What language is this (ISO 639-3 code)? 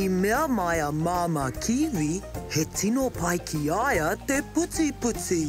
mri